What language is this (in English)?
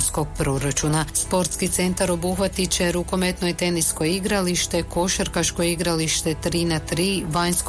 Croatian